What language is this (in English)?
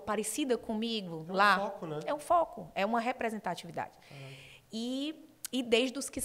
Portuguese